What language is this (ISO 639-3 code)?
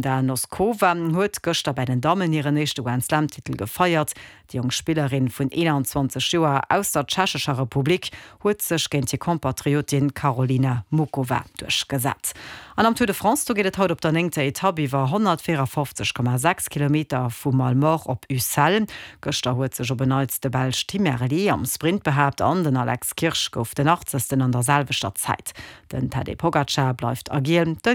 ltz